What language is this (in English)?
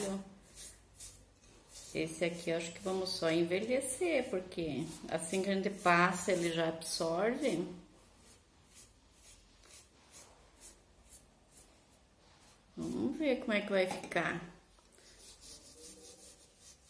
Portuguese